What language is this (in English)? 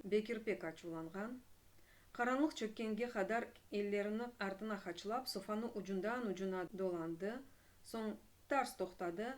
Crimean Tatar